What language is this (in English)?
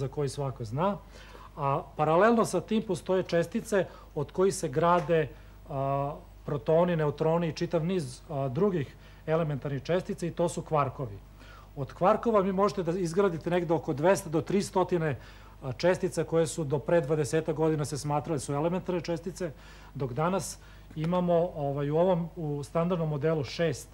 Serbian